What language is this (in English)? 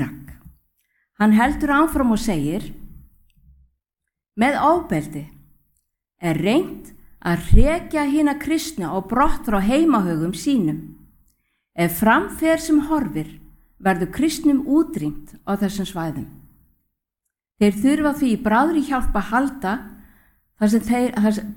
Icelandic